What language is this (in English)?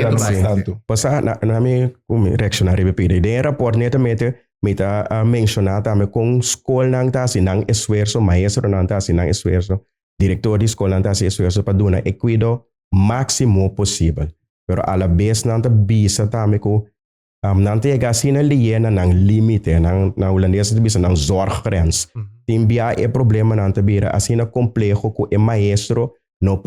Papiamento